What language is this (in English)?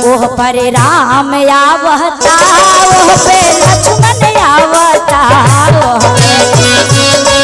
Magahi